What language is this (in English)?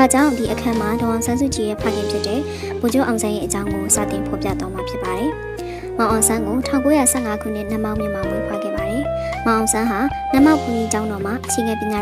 Burmese